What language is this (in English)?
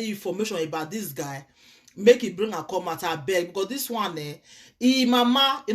Nigerian Pidgin